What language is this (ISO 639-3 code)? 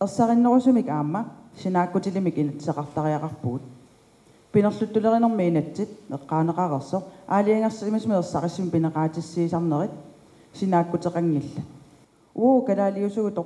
kal